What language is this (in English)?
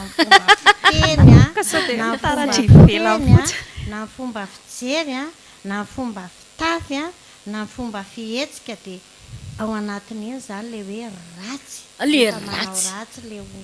Malagasy